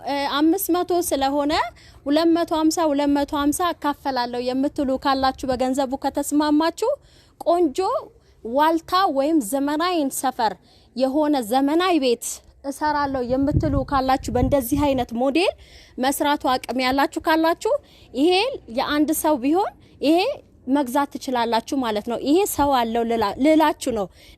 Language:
Amharic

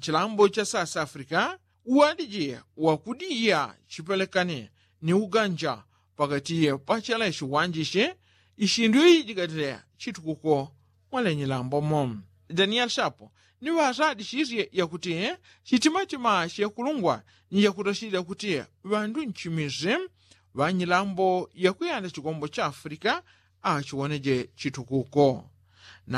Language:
Yao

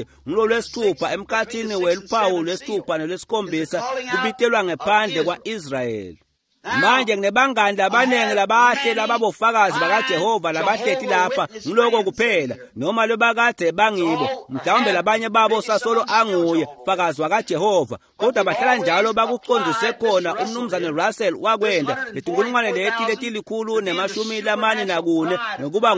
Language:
Swati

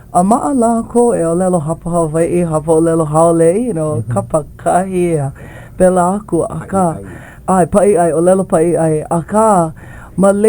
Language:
Hawaiian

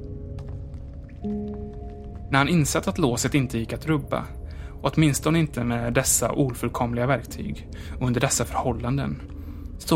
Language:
Swedish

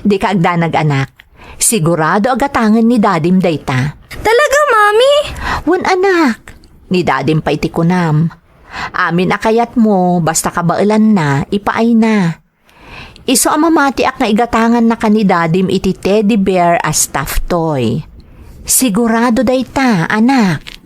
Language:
Iloko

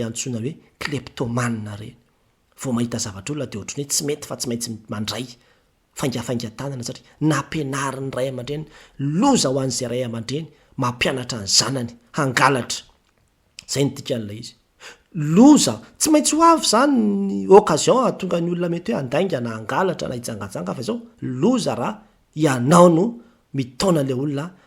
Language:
Malagasy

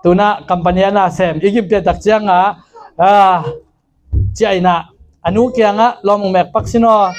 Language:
Tedim Chin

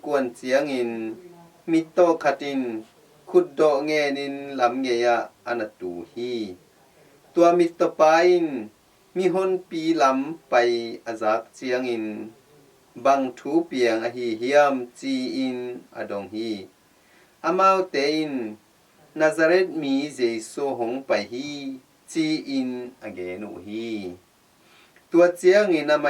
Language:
Tedim Chin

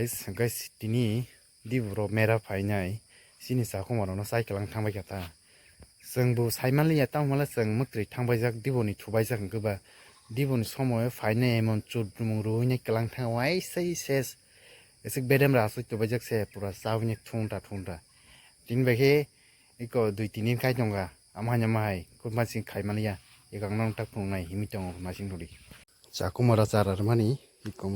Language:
Kok Borok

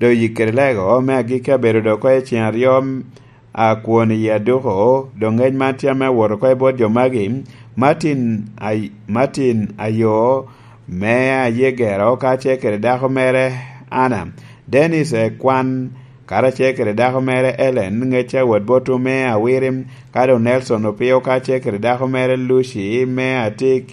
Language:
Lango (Uganda)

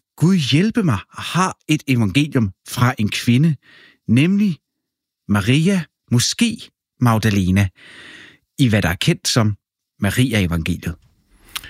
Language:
Danish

